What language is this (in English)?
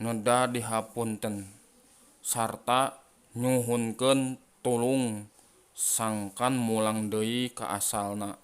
Sundanese